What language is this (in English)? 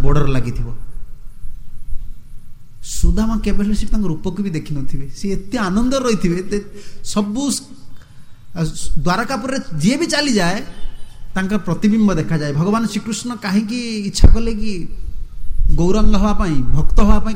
Odia